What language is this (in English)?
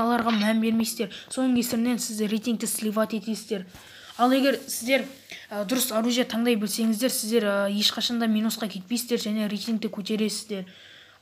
Kazakh